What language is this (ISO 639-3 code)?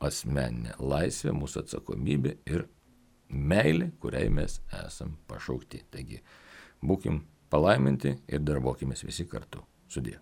lit